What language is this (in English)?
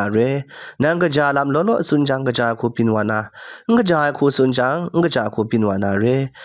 Kachin